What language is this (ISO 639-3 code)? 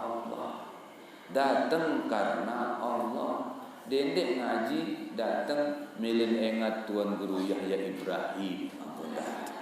sas